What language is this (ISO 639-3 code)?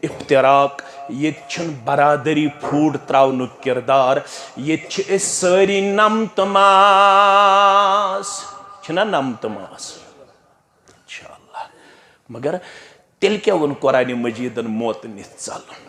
kas